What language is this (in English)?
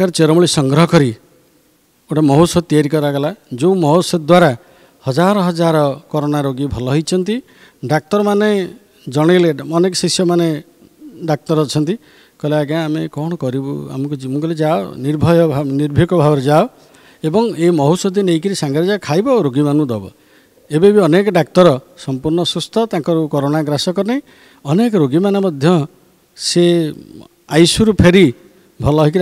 Odia